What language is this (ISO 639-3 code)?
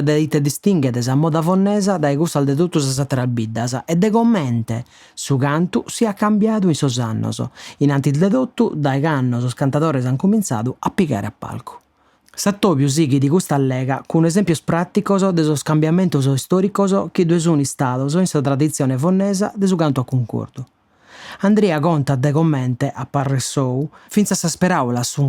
srd